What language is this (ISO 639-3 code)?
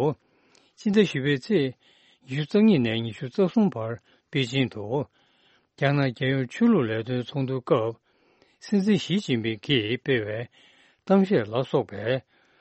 bod